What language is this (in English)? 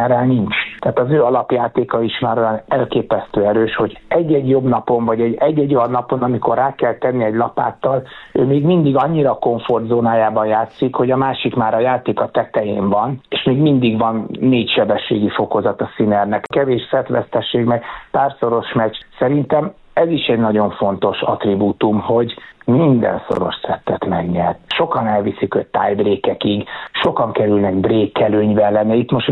Hungarian